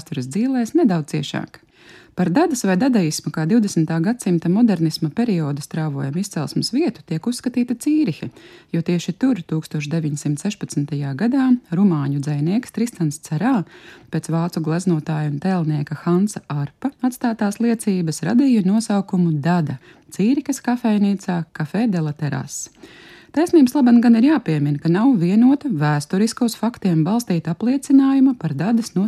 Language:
Latvian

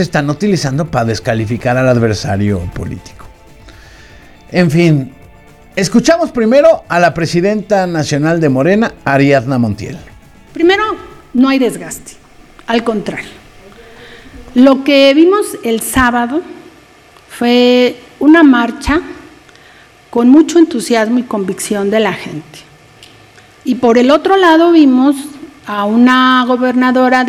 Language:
Spanish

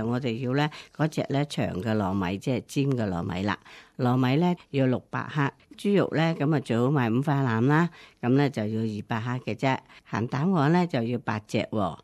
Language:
Cantonese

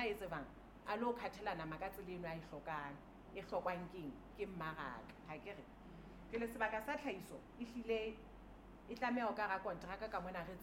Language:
Southern Sotho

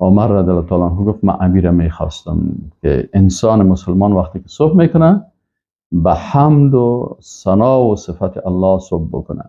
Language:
Persian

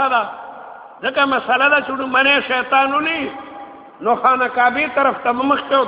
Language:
Pashto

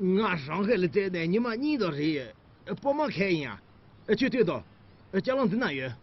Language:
Tibetan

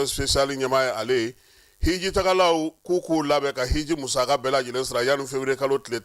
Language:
Bambara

